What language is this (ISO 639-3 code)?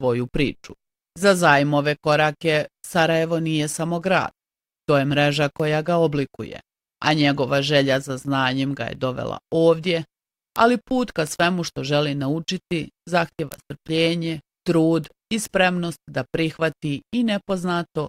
bos